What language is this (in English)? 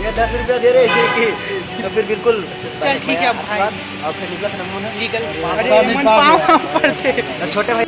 Chhattisgarhi